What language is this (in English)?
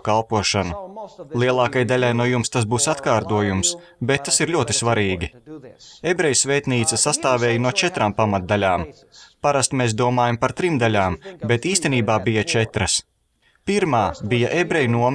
Latvian